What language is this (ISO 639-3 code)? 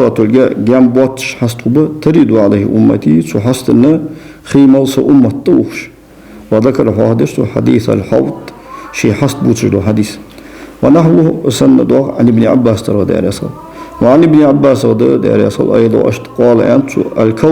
inh